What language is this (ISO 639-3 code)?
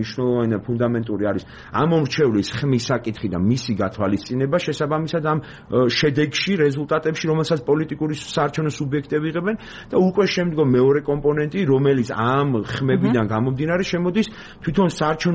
kat